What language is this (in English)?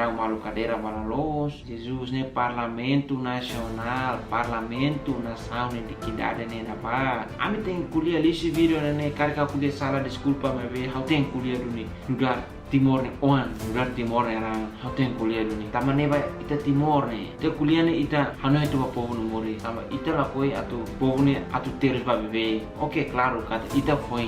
Tetum